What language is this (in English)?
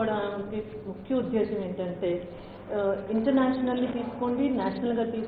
Telugu